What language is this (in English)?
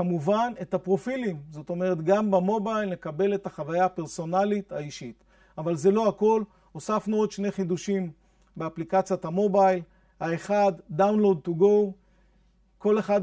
Hebrew